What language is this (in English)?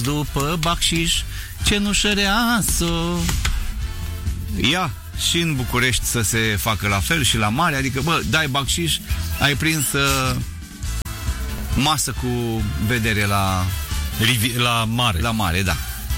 Romanian